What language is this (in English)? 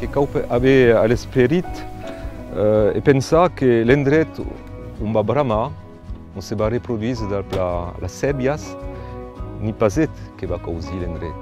Occitan